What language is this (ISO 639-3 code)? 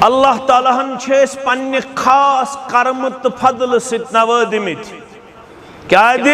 kas